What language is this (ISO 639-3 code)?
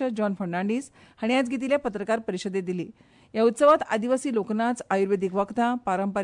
kok